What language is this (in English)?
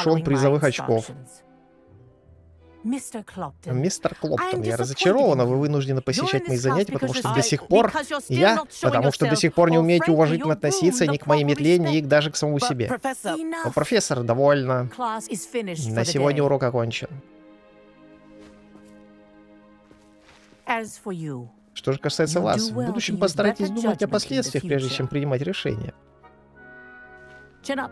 Russian